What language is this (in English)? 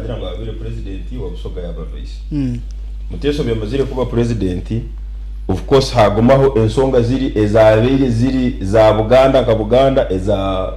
Nyankole